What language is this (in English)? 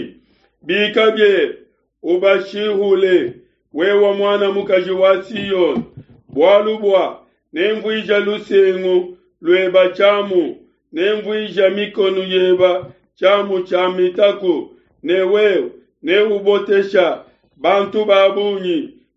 Luba-Lulua